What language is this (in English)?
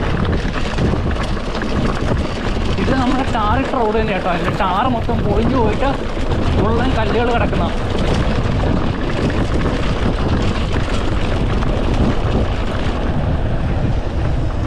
Malayalam